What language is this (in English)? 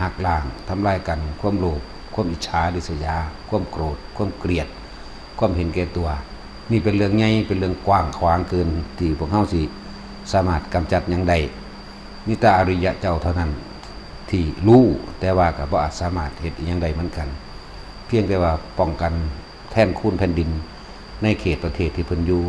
Lao